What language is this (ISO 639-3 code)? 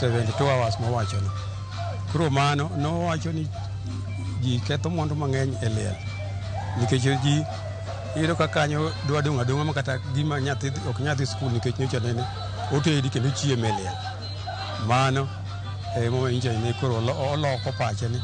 luo